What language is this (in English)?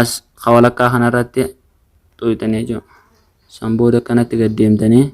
Oromo